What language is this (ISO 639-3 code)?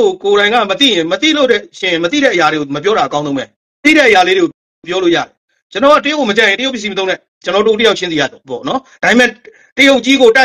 mya